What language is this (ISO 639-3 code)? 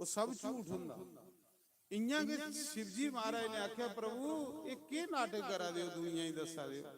doi